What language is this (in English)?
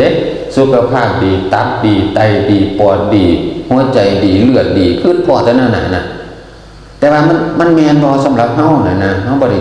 Northeastern Thai